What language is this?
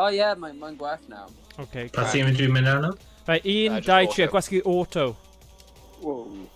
Welsh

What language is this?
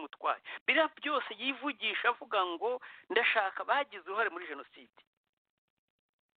Kinyarwanda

